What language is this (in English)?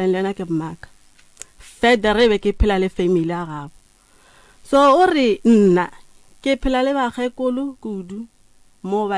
Northern Sotho